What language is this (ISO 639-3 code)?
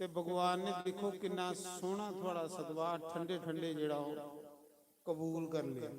doi